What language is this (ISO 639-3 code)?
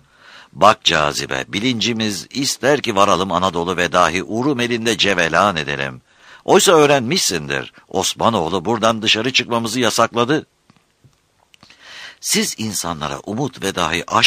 tur